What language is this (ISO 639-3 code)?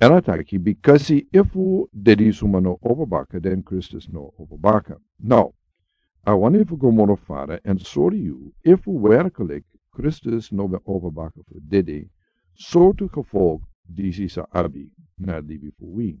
srn